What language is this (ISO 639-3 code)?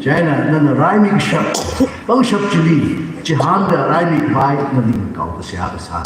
nmf